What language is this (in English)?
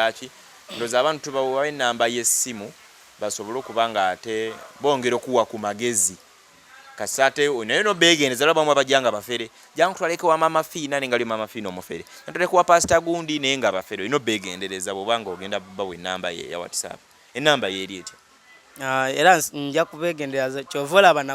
Ganda